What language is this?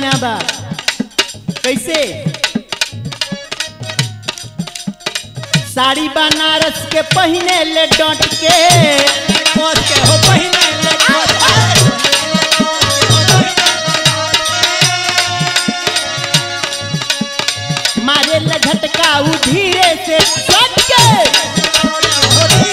Bhojpuri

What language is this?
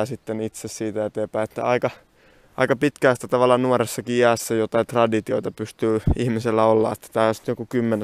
Finnish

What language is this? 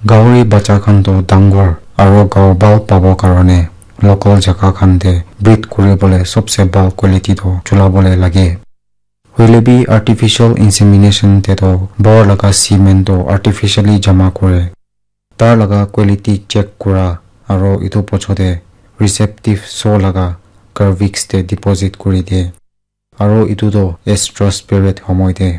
Naga Pidgin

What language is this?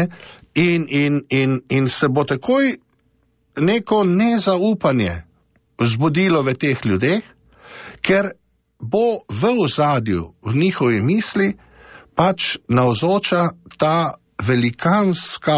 Slovenian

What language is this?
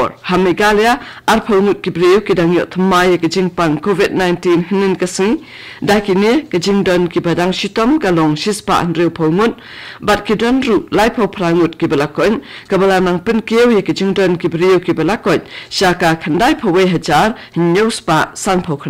Khasi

